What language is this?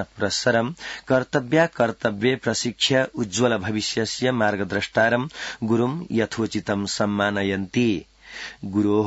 Sanskrit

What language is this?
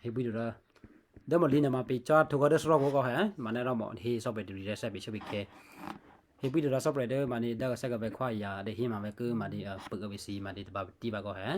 Western Kayah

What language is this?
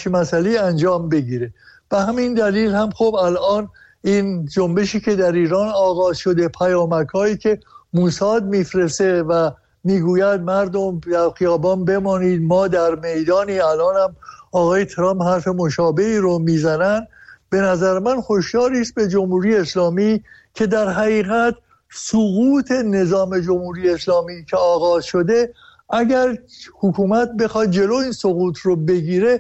Persian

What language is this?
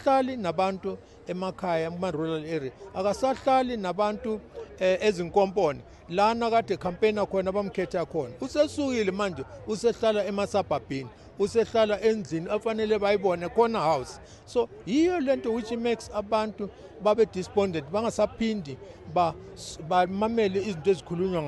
North Ndebele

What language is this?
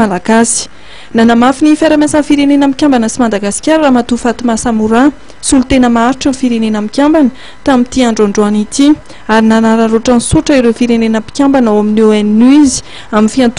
Malagasy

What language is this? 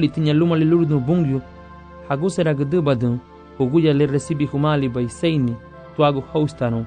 Garifuna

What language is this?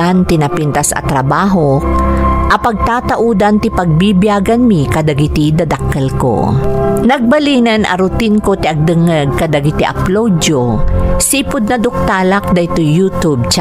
Iloko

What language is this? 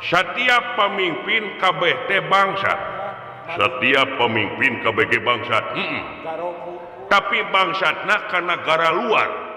Sundanese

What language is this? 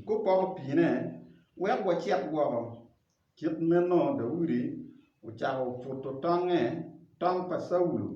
Acoli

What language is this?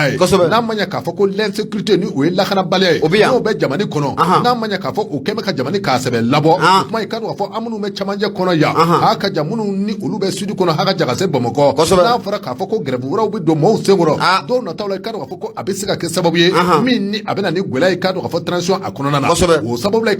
Bambara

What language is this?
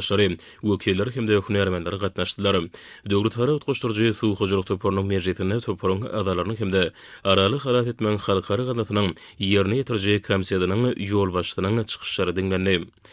Turkmen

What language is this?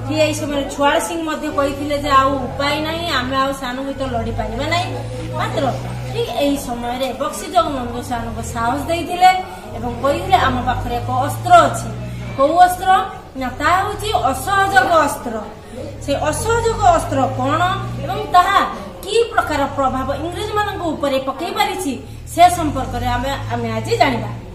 Odia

